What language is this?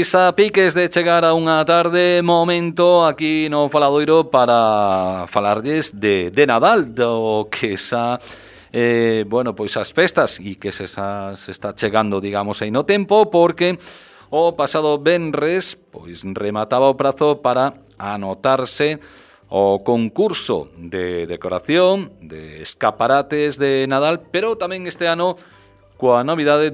Galician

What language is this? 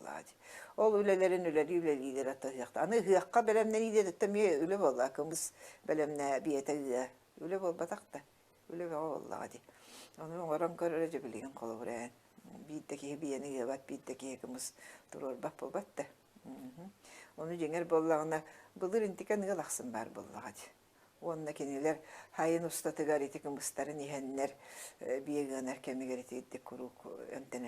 Yakut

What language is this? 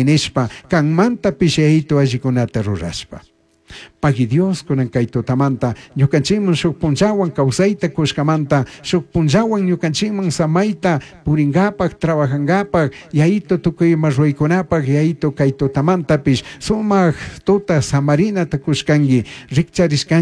Chimborazo Highland Quichua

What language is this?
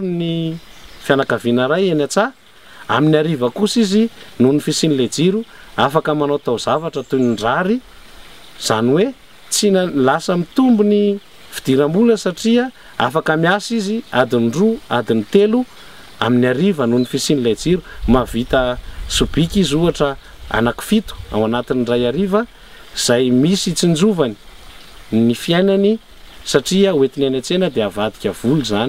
Malagasy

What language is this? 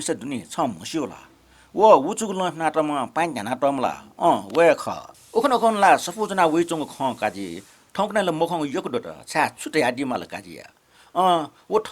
Newari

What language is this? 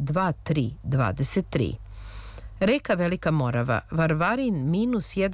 Serbian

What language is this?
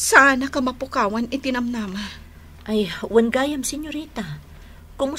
Iloko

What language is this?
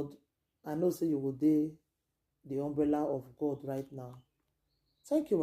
Nigerian Pidgin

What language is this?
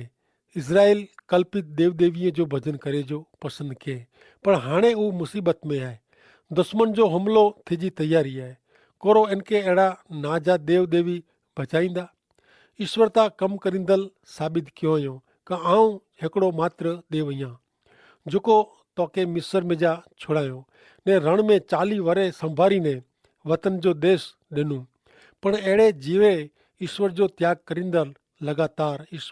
Kachhi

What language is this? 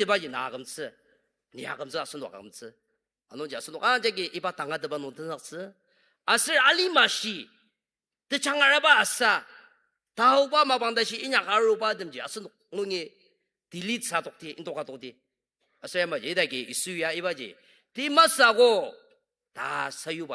Ao Naga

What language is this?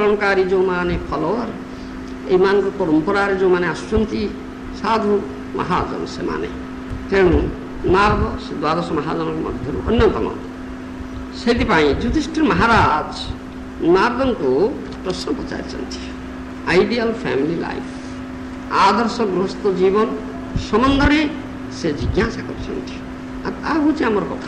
Odia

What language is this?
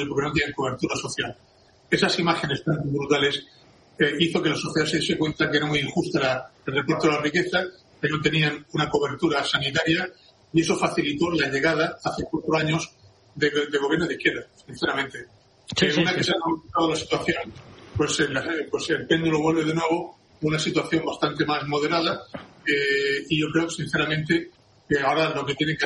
Spanish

